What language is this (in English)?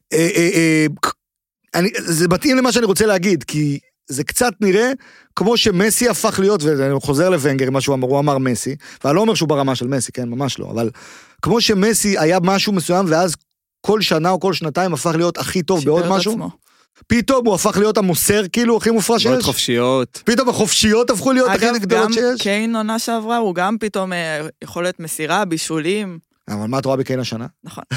Hebrew